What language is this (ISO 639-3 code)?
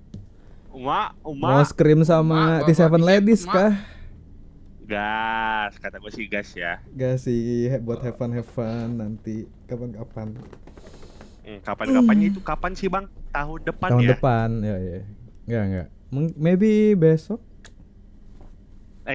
ind